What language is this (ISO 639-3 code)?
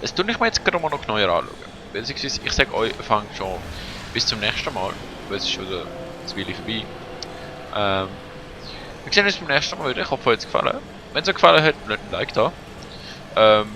gsw